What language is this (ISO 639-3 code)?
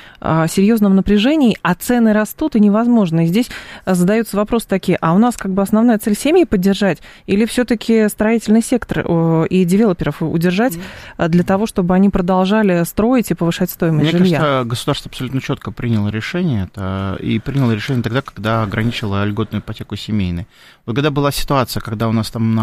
rus